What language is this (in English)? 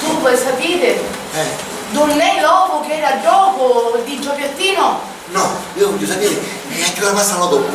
Sicilian